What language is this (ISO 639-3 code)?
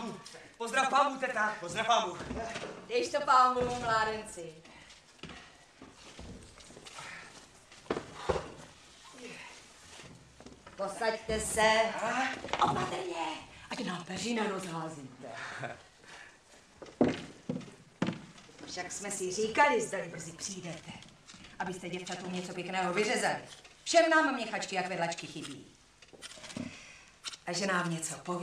ces